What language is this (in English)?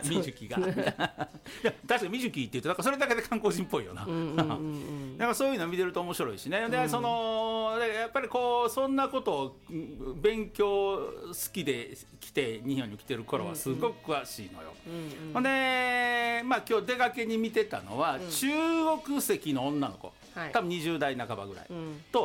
Japanese